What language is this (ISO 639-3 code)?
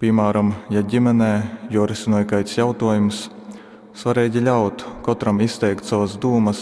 ltg